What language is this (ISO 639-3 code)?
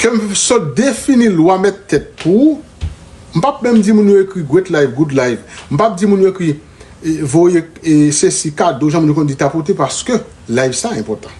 hat